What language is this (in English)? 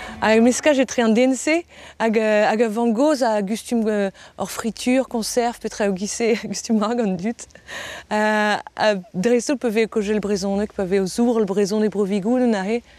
Breton